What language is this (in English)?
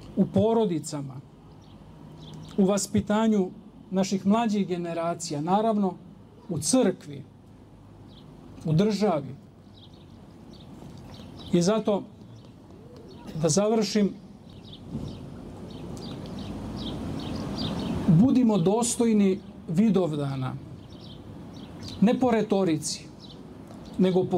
Serbian